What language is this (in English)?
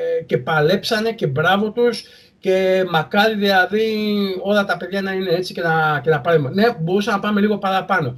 Greek